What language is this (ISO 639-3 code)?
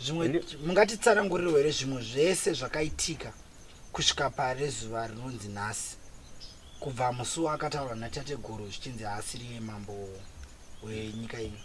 sna